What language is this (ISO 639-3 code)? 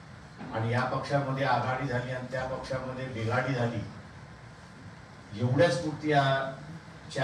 mar